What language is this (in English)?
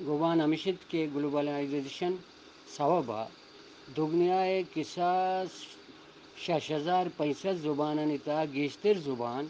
Eastern Balochi